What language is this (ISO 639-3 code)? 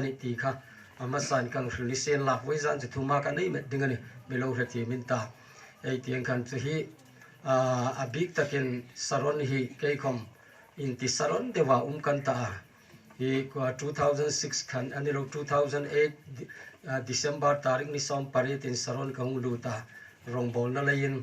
hmr